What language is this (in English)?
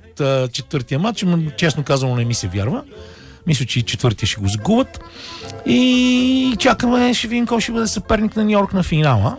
Bulgarian